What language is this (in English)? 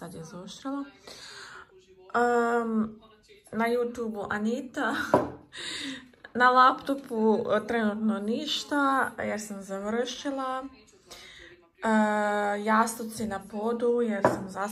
Croatian